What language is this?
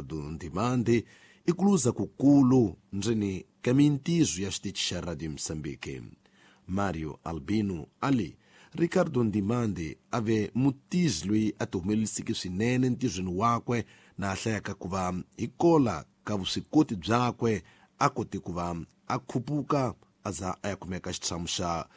Tsonga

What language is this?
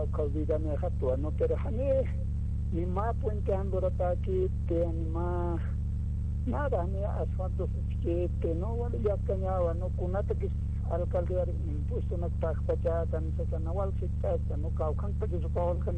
Aymara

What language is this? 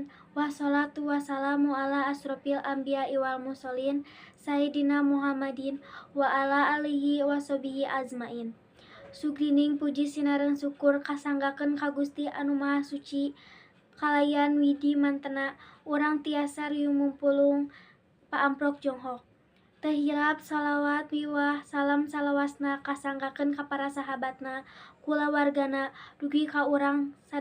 Sundanese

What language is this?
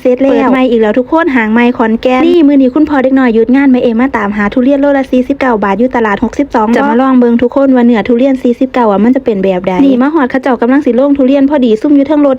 Lao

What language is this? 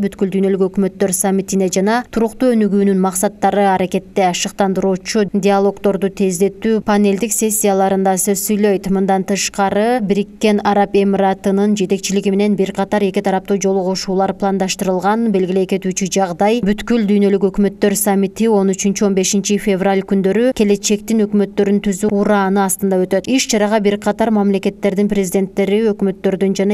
Kyrgyz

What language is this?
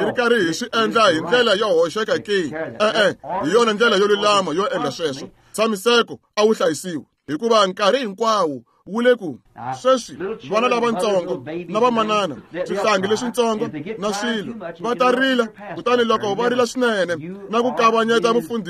Tsonga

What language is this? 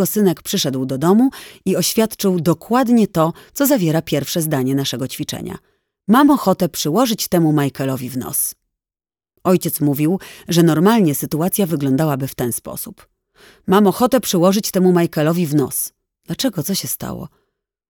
Polish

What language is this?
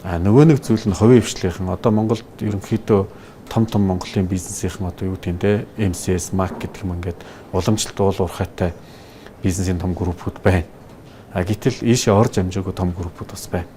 Mongolian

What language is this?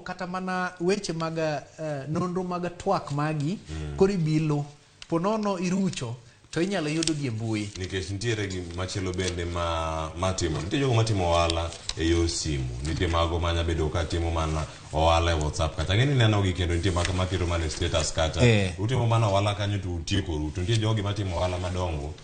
Luo (Kenya and Tanzania)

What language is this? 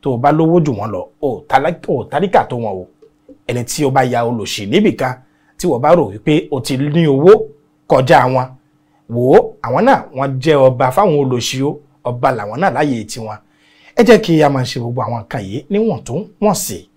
Yoruba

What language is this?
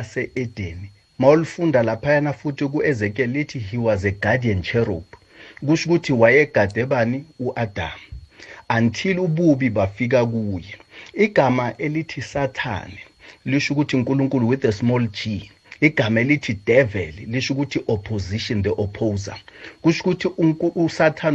South Ndebele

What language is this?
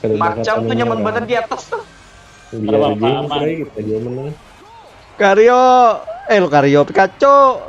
Banjar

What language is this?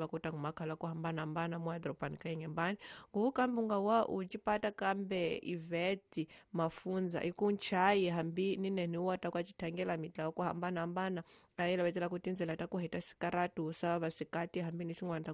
Tsonga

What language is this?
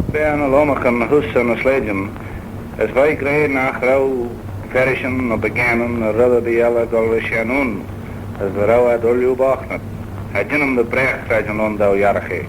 Manx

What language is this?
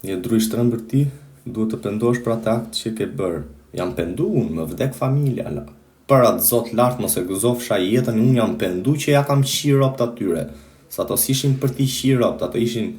Albanian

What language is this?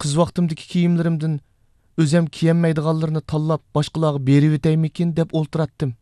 Uyghur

